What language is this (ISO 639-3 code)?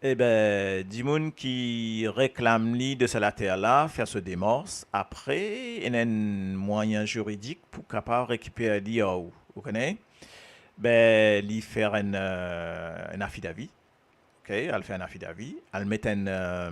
mfe